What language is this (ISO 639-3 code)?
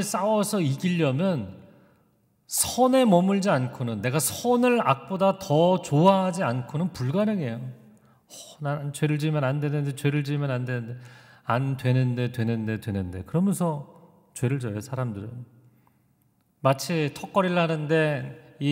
kor